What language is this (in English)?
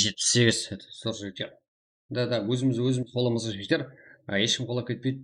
Kara-Kalpak